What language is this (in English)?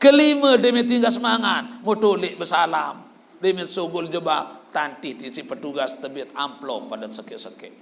Sasak